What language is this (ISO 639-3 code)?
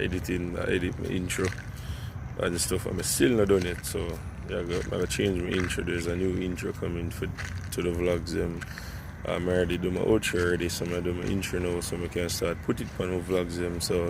jam